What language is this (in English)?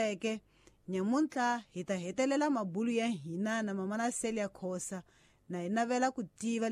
Tsonga